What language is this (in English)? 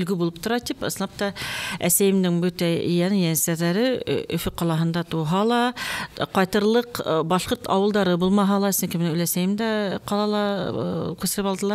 Bashkir